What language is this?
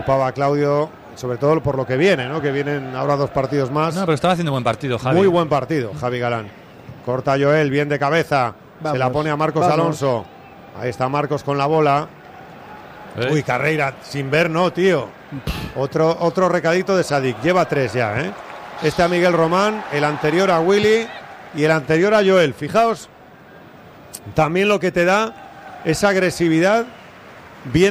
Spanish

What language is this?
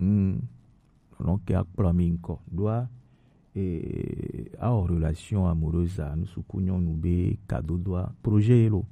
Gen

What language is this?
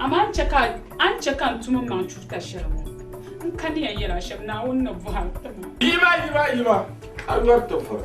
Dagbani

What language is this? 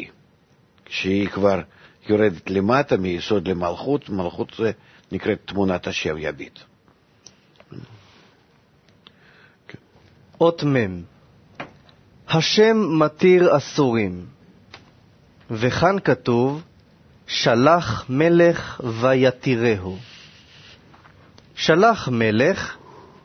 Hebrew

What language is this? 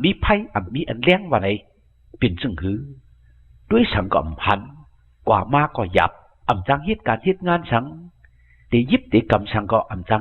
Shan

